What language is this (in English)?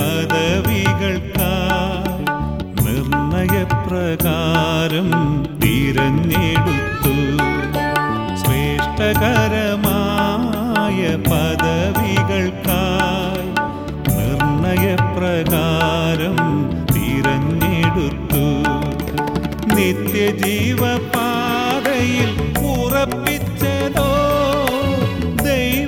Malayalam